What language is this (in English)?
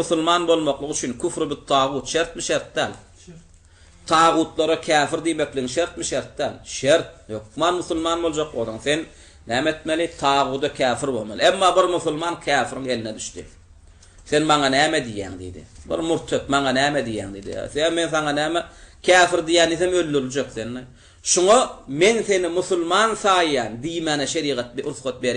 Turkmen